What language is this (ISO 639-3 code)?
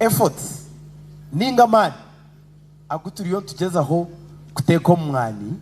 nyn